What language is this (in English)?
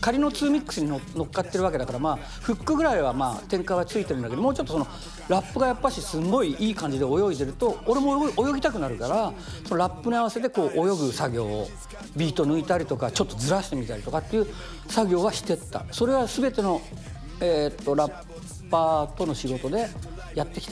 Japanese